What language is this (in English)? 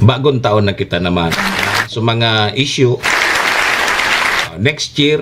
Bikol